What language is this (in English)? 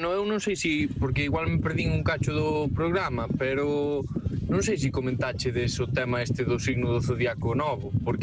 Galician